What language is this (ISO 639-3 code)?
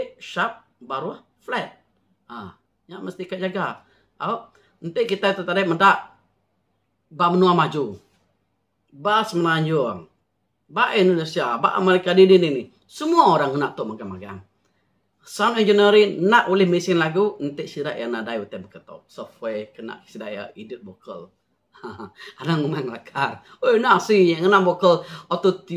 iba